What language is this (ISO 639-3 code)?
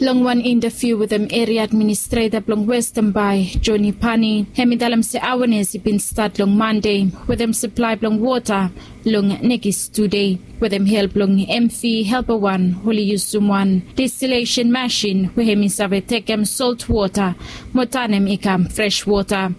bis